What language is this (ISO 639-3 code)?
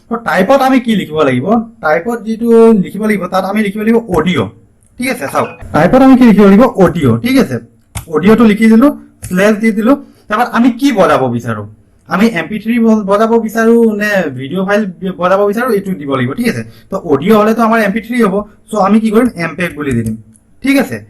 asm